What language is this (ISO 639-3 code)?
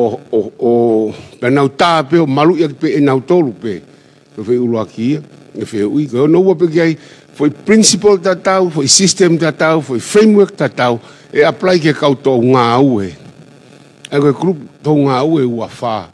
ton